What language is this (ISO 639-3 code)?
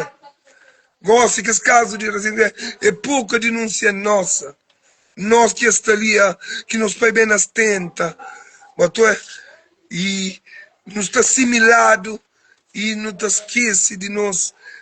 kea